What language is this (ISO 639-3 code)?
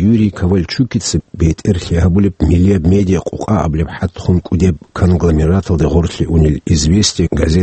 ava